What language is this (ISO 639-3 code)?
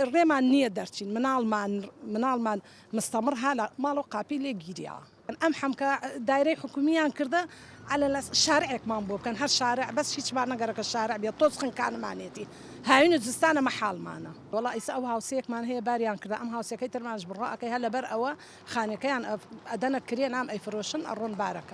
ckb